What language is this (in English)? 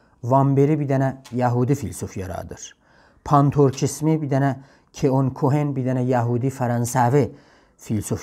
South Azerbaijani